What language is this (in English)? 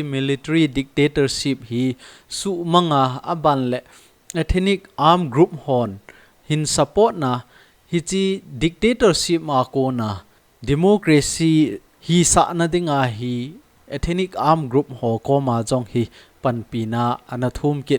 Thado Chin